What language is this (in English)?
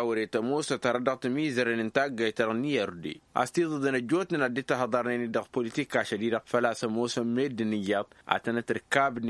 Tamasheq